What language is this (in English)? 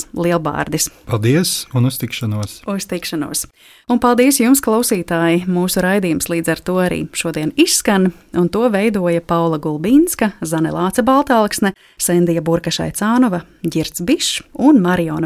Latvian